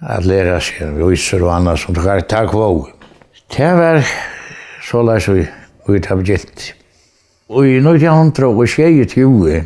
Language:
Faroese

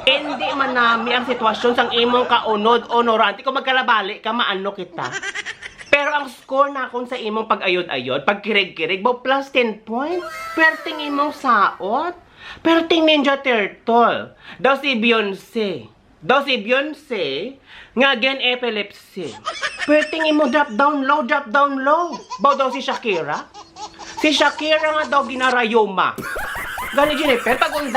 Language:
Hiligaynon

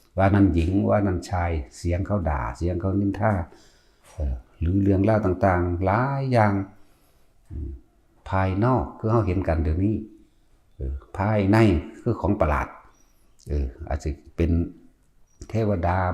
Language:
Northeastern Thai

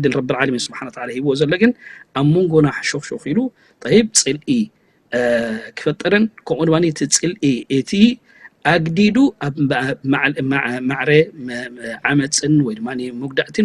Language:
Tigrinya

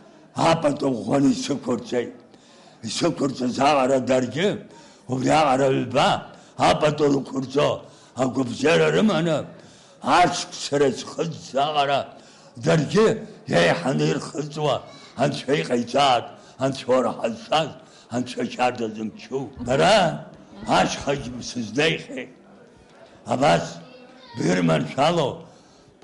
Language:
Abkhazian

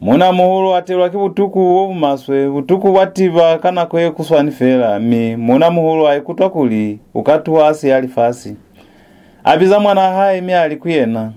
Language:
Lozi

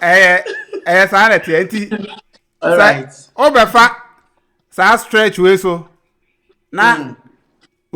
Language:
Akan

